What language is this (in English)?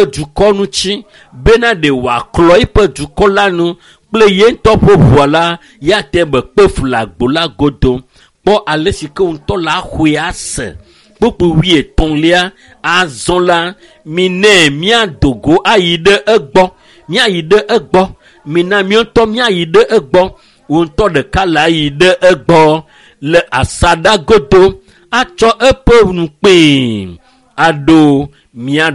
Ewe